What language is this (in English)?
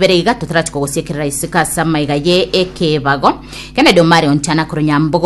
Gusii